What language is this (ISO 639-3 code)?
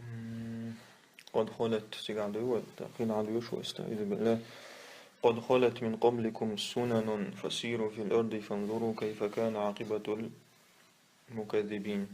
che